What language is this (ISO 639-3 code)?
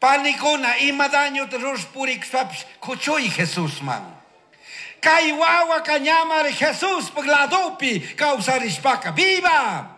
qug